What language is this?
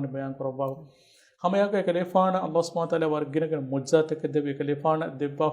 Divehi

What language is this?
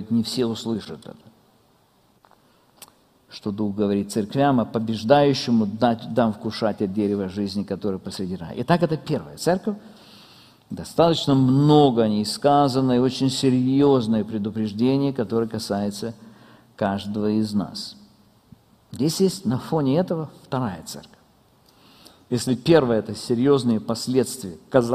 Russian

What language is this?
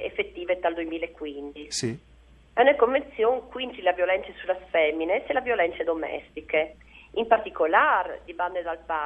Friulian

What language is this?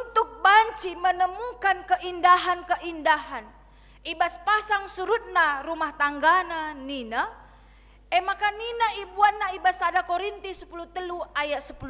Batak Karo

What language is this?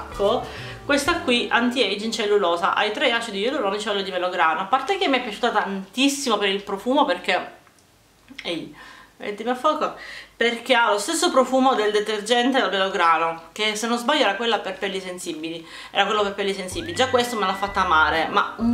Italian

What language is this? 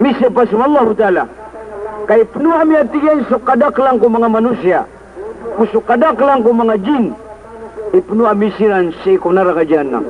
Maranao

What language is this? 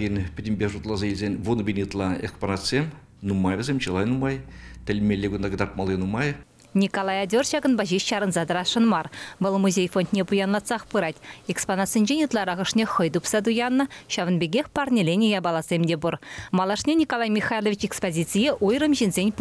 Chuvash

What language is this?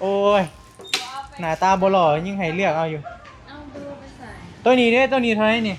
Northeastern Thai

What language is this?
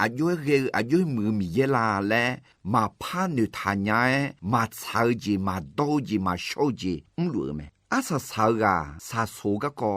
Akha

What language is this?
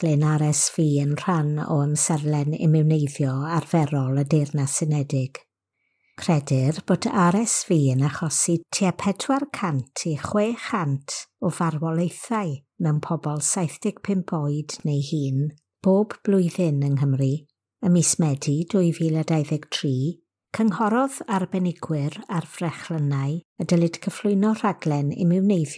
Welsh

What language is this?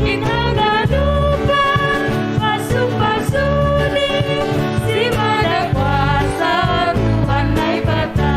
Batak Simalungun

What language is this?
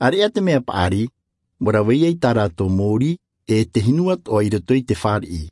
Tahitian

